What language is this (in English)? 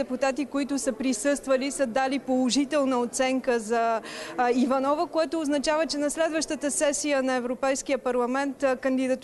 Bulgarian